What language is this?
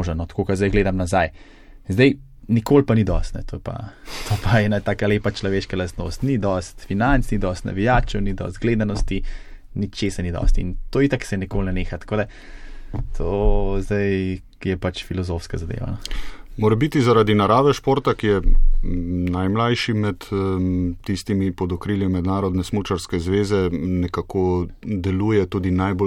Slovenian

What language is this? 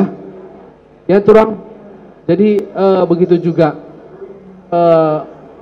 Batak Karo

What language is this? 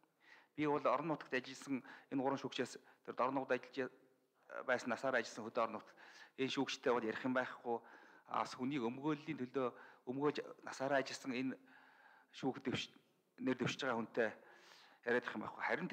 Mongolian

